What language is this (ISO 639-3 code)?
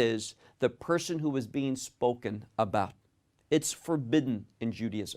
eng